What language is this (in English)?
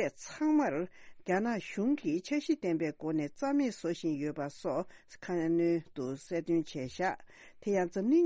Tibetan